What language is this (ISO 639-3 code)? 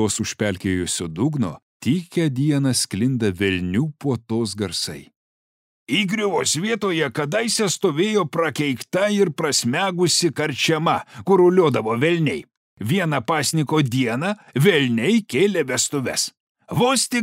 lit